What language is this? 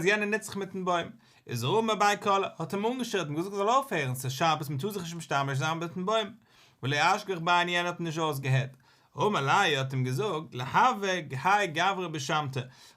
Yiddish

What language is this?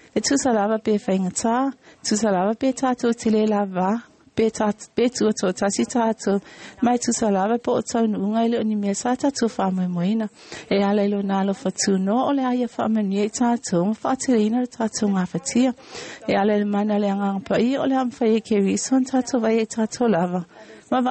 Samoan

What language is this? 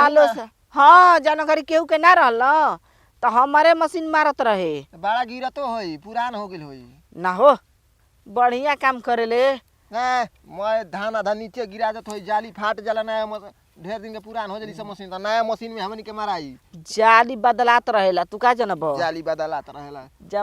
Bhojpuri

